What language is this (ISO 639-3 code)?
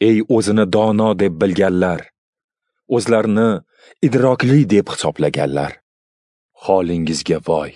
uzb